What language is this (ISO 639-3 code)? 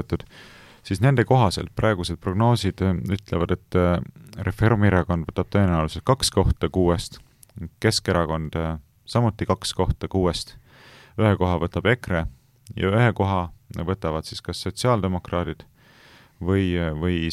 est